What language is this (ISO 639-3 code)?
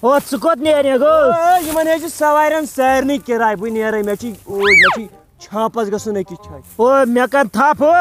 kas